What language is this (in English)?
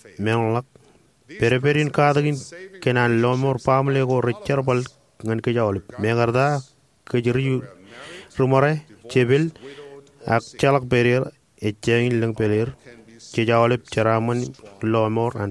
Marshallese